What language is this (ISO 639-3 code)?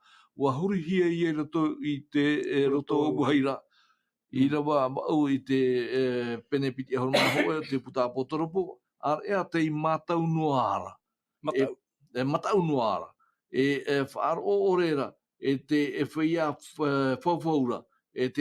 tah